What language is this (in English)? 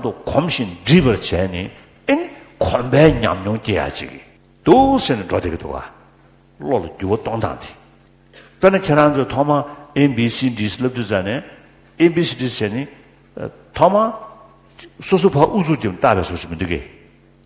Tibetan